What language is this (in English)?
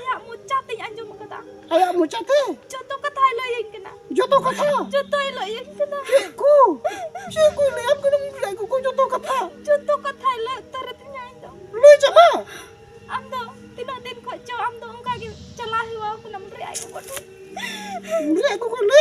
Santali